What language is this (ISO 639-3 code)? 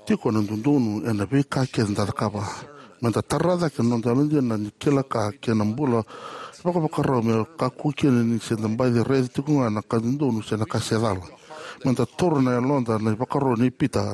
fij